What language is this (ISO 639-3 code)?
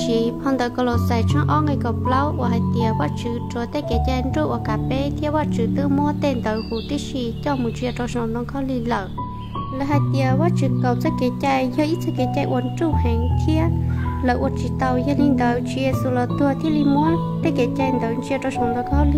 hmn